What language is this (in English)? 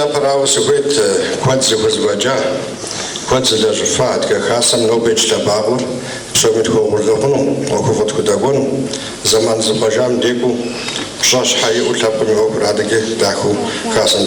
Kabardian